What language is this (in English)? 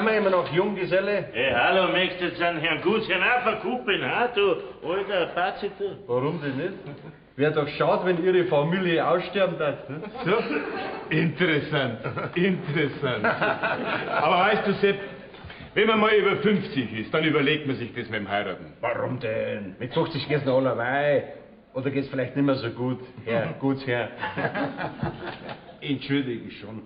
Bavarian